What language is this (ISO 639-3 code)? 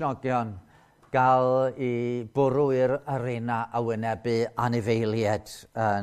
cym